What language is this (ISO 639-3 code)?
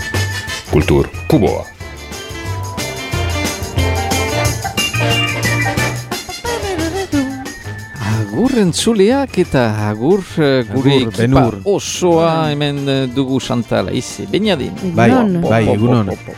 eus